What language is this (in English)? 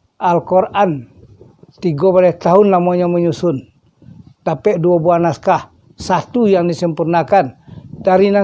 Minangkabau